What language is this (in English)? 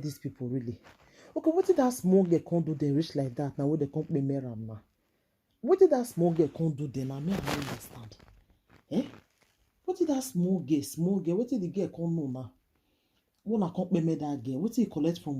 Nigerian Pidgin